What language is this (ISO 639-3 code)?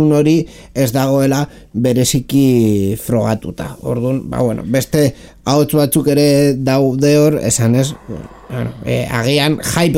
eus